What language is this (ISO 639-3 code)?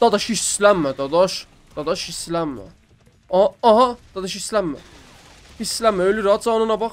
azb